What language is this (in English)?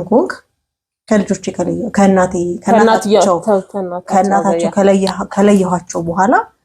Amharic